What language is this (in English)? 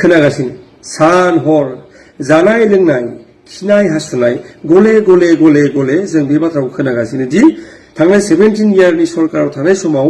Bodo